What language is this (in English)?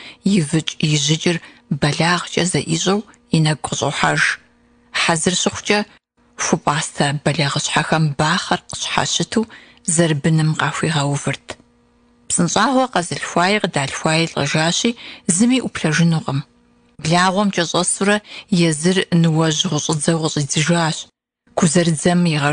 Kabardian